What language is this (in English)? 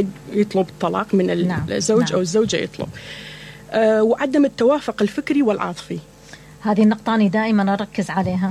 Mesopotamian Arabic